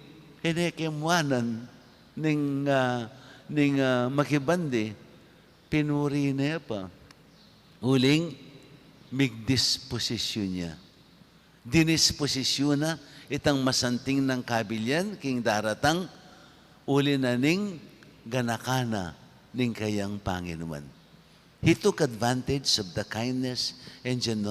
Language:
Pampanga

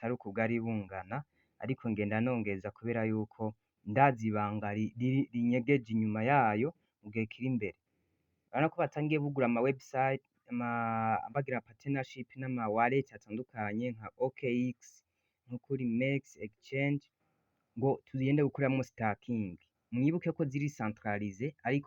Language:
Rundi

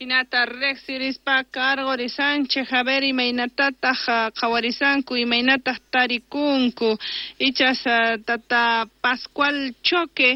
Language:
Quechua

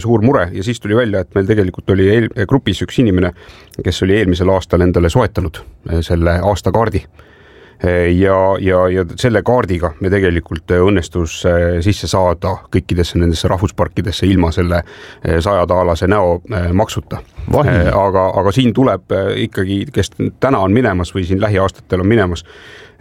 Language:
Estonian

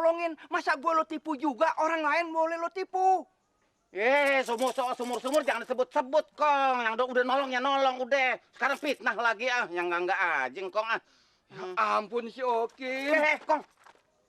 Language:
Betawi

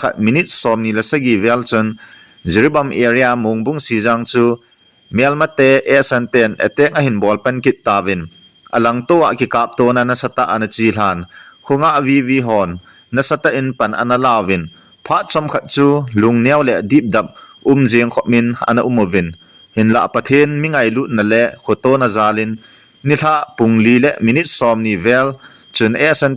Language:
Thado Chin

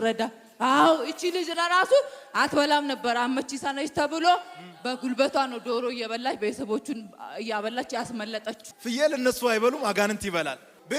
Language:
Amharic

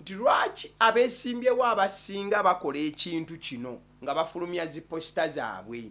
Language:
Ganda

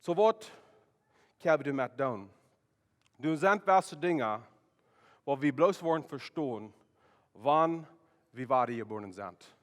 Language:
Plautdietsch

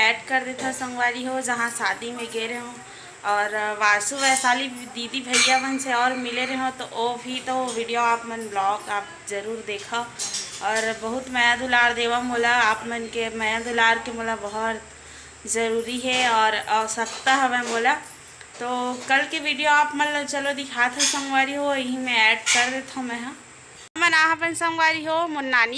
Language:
Chhattisgarhi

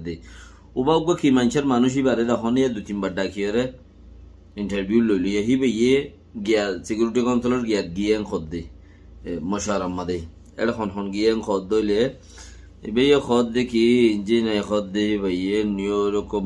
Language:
Rohingya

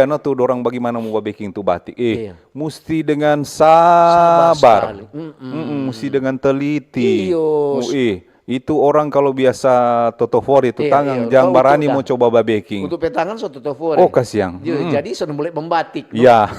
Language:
Manado Malay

